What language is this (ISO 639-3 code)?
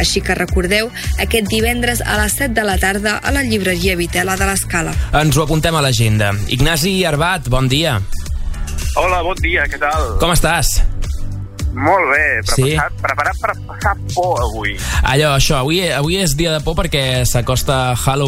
cat